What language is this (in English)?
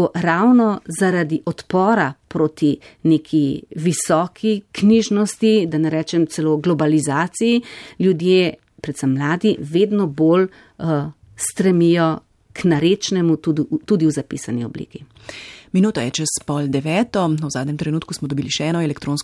Slovenian